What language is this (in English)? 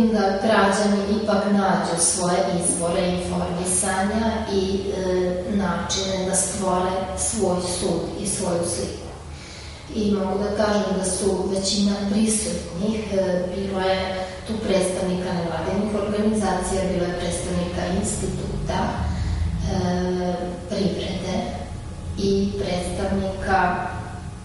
Serbian